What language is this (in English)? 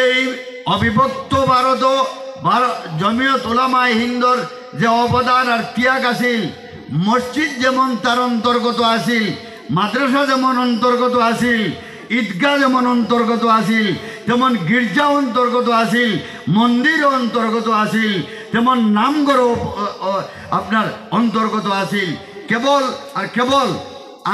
Sylheti